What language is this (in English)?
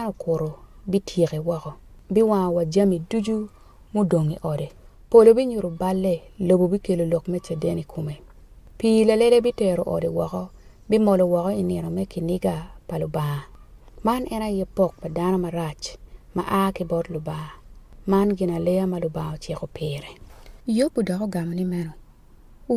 Acoli